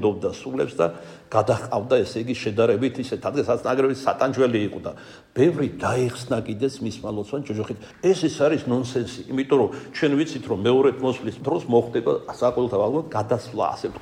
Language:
Georgian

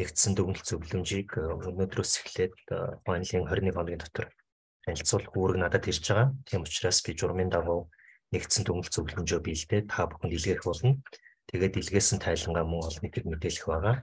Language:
Mongolian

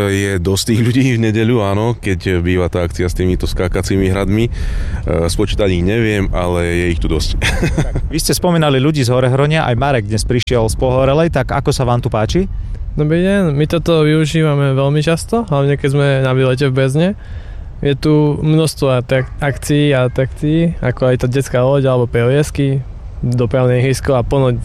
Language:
Slovak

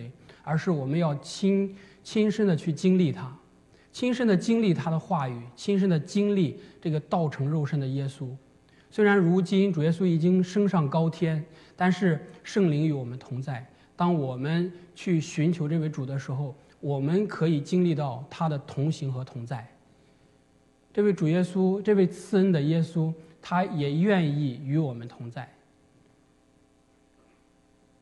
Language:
Chinese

